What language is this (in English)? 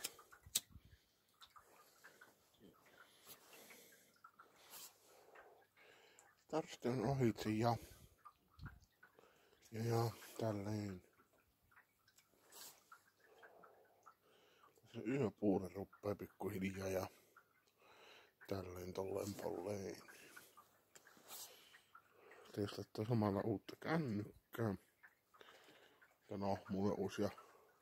Finnish